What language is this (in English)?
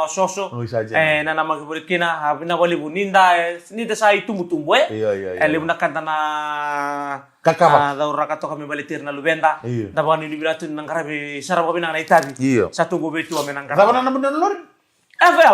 Fijian